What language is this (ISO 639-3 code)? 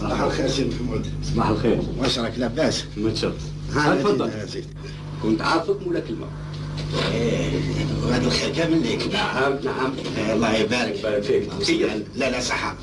arq